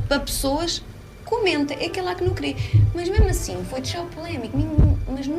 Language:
Kabuverdianu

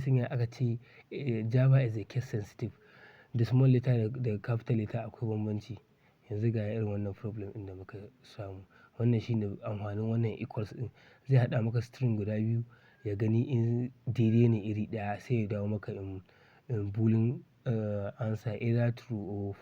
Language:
Hausa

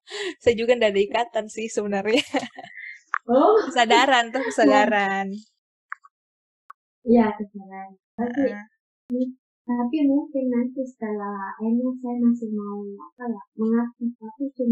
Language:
Indonesian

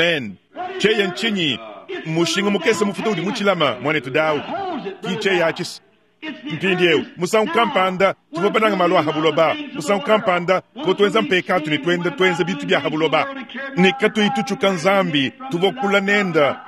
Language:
Luba-Lulua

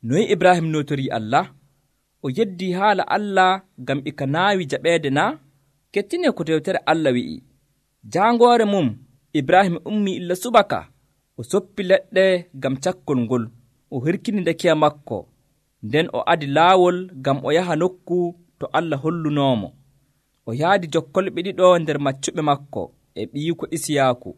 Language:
Nigerian Fulfulde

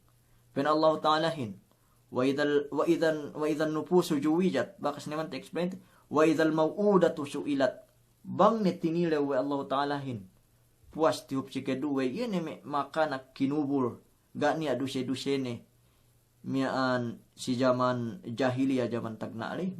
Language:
Yakan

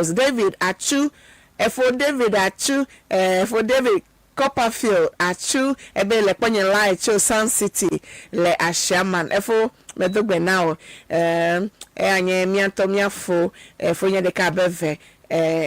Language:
Ewe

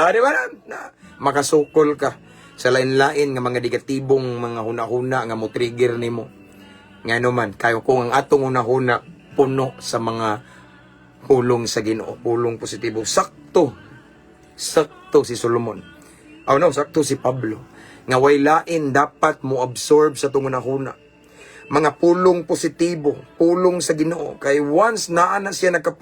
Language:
Cebuano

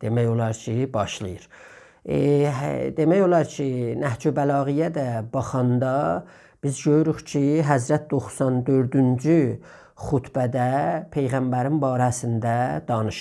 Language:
South Azerbaijani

